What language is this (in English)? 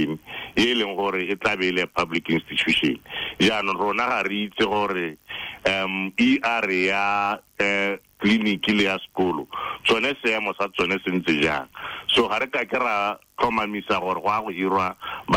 Tswana